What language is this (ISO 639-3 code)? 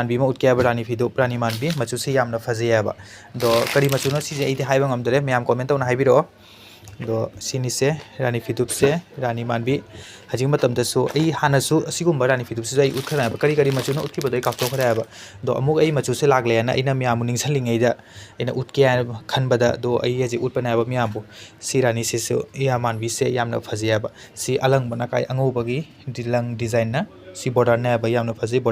mni